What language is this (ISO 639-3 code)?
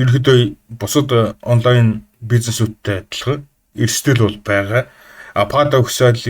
mon